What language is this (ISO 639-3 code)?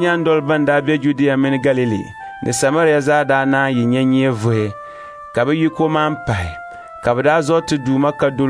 dag